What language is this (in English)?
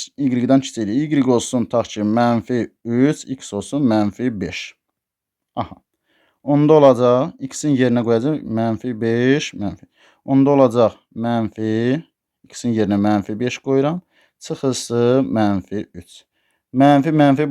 Azerbaijani